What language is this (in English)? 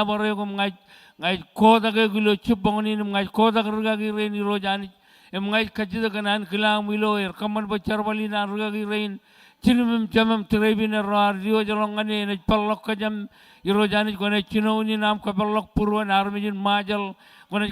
Marshallese